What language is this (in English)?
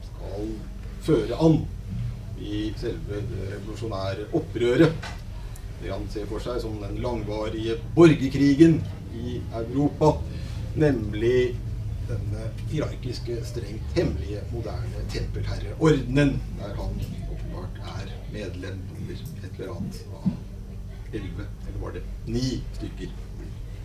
Norwegian